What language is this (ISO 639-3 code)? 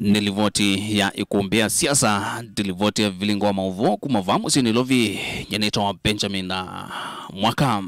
kam